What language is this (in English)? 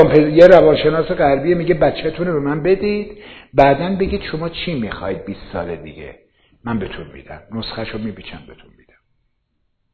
Persian